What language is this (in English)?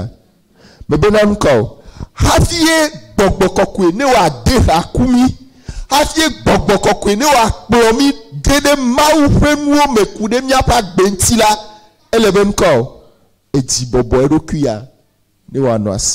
Ewe